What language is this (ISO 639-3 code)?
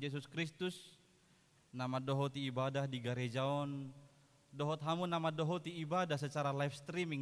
bbc